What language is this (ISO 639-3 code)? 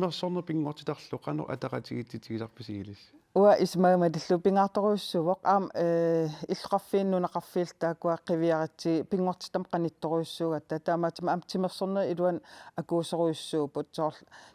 kal